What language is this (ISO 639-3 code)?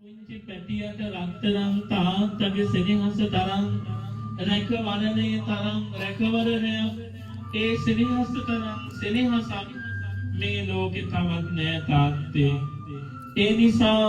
sin